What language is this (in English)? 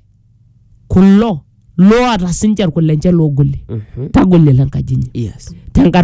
Masai